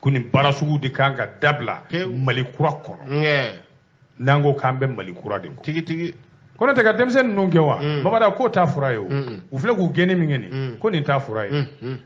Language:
Bambara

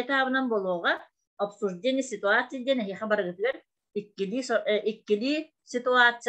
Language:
Yakut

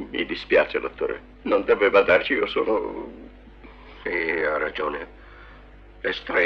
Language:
Italian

